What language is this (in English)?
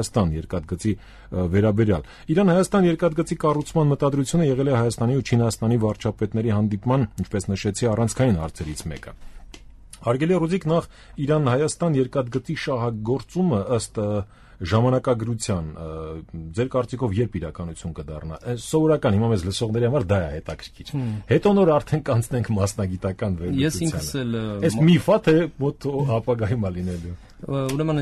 Armenian